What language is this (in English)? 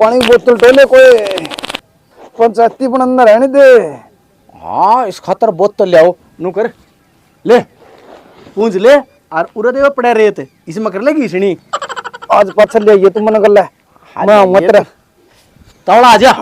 Haryanvi